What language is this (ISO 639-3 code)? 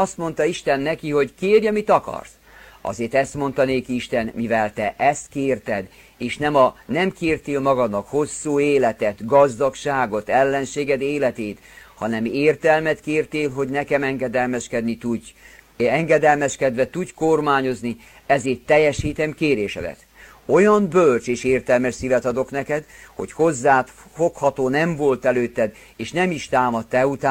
hun